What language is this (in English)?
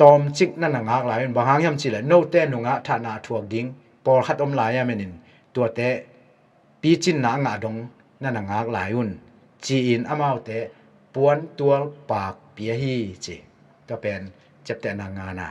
Tedim Chin